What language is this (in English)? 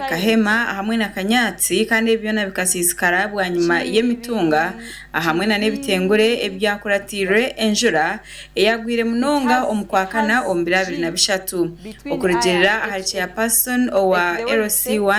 Nyankole